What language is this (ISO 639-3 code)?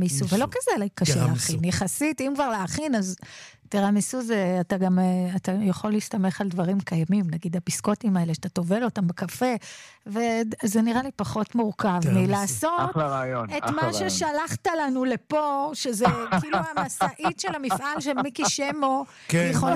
heb